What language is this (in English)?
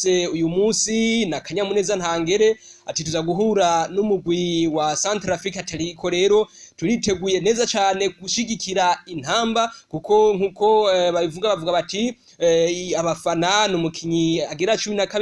Rundi